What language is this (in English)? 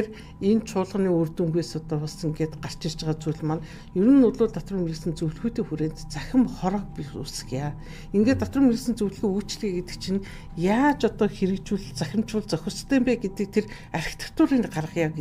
Mongolian